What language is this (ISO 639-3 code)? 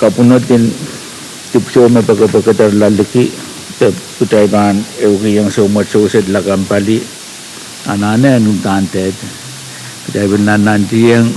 pon